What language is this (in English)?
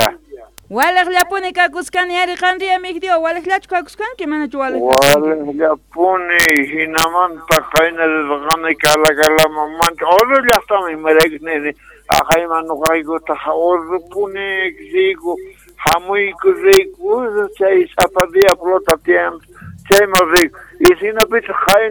South Bolivian Quechua